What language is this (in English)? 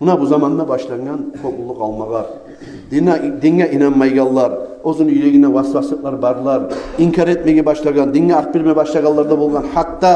Kumyk